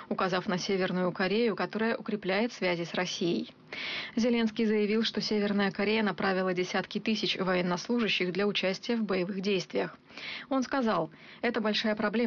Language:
Russian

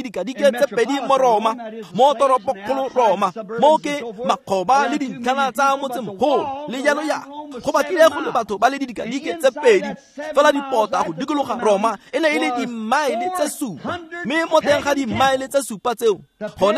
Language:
Tswana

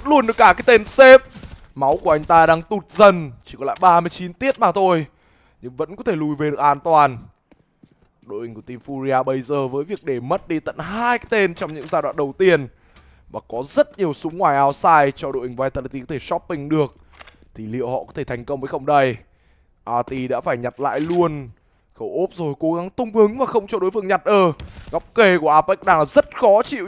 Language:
Vietnamese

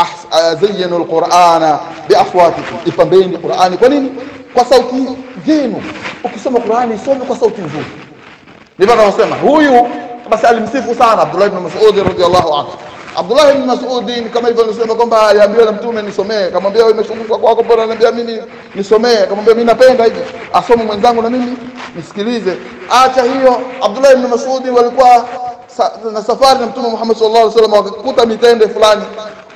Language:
Swahili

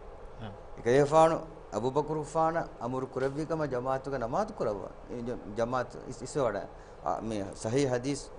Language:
Divehi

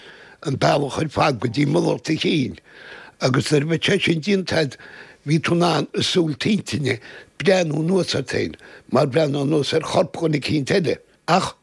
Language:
Irish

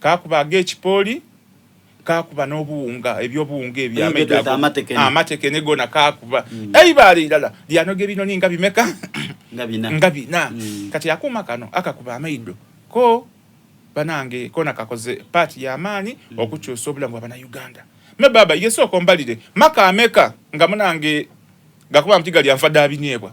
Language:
Soga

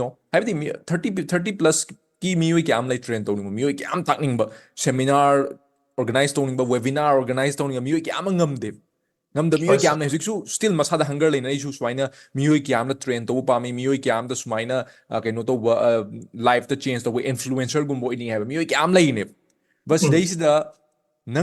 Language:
Manipuri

